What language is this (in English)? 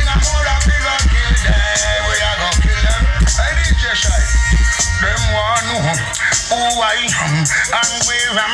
Jamaican Creole English